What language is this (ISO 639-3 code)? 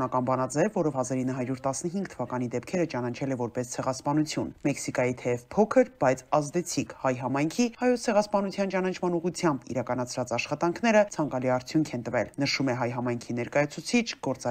hye